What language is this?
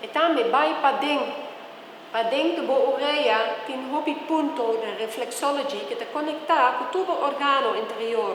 Papiamento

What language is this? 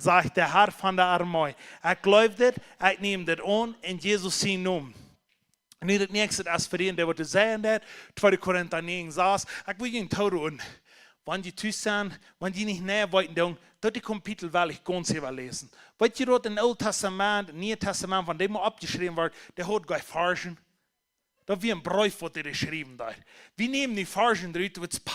Plautdietsch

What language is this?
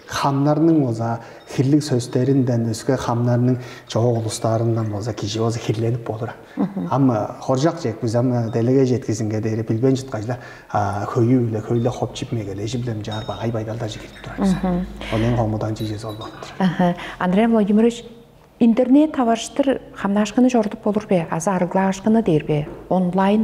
Tuvinian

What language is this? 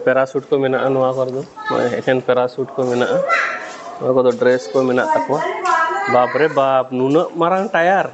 Santali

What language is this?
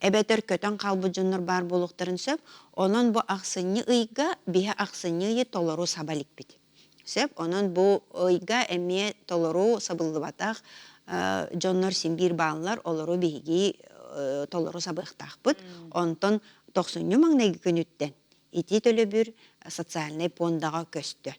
Yakut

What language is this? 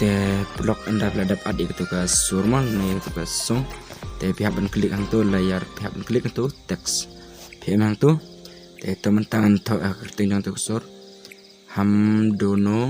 Khasi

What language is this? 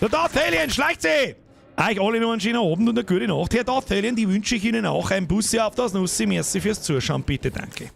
Bavarian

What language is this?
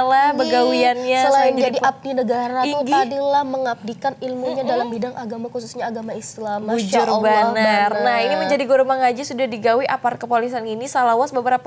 Banjar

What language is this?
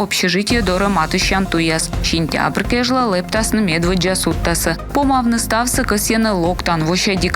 Komi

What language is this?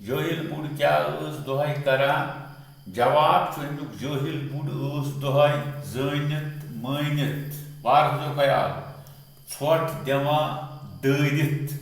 Kashmiri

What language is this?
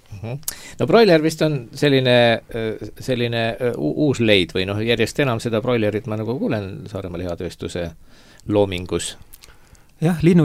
Estonian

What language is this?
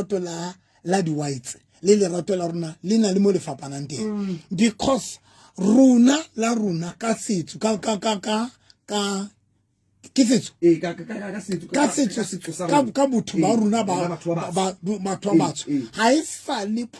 Southern Sotho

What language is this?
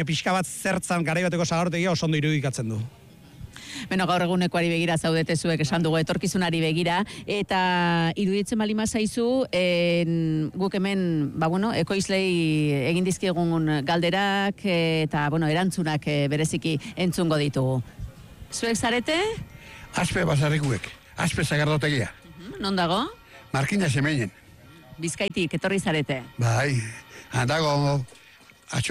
Basque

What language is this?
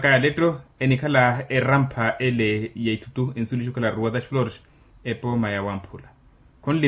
Makhuwa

